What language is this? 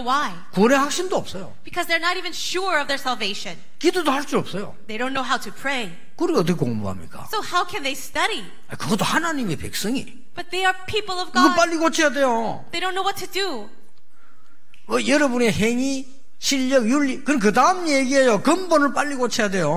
Korean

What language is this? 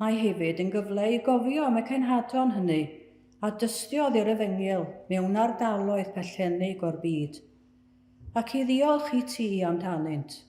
Welsh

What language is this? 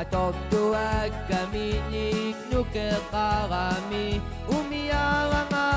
Kalaallisut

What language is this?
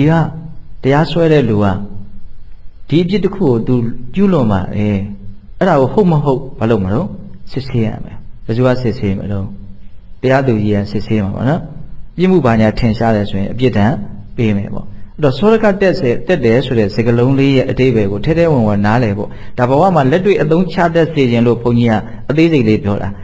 Burmese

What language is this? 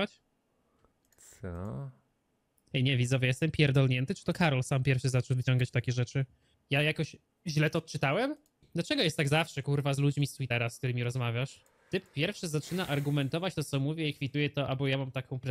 Polish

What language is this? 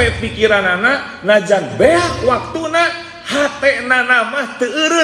Sundanese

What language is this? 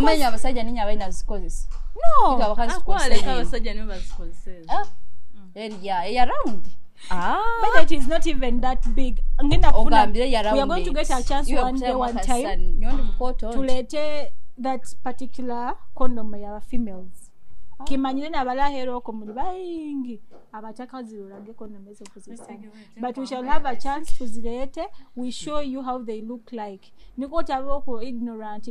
Nyoro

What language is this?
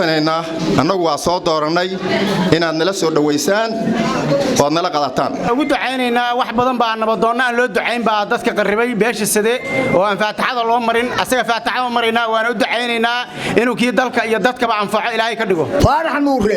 Somali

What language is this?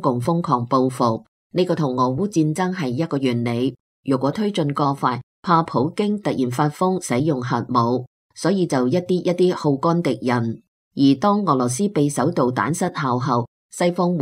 Cantonese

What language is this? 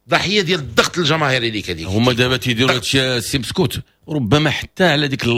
Moroccan Arabic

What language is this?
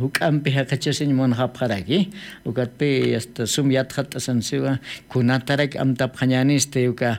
Aymara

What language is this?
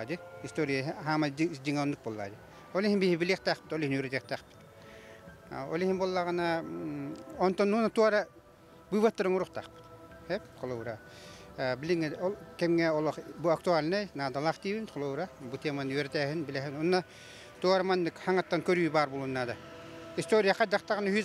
Yakut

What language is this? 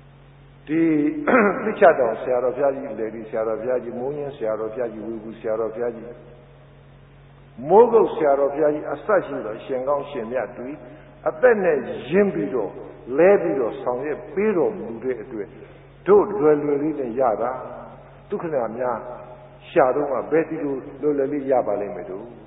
Burmese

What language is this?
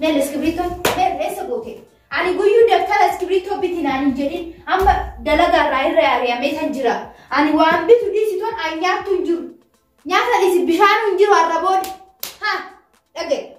Oromo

